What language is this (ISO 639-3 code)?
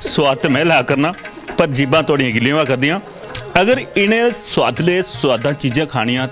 doi